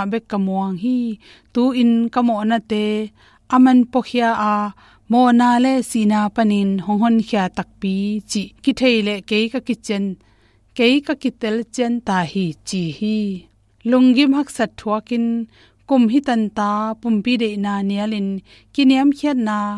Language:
Tedim Chin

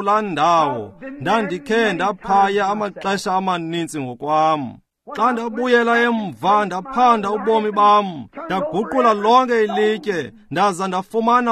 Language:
Xhosa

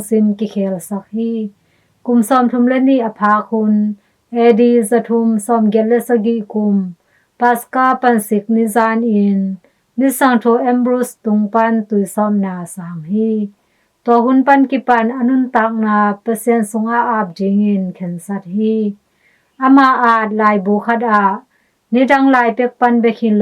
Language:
Tedim Chin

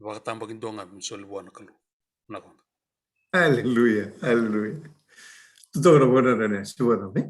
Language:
Fijian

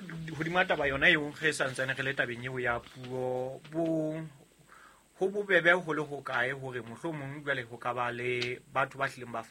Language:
Southern Sotho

